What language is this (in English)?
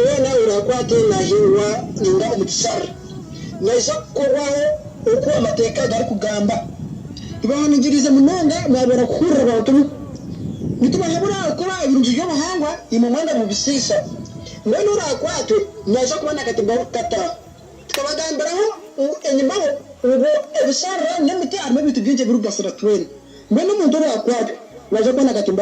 Nyankole